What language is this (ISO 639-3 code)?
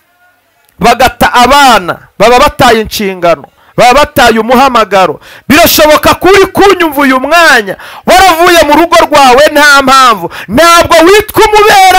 kin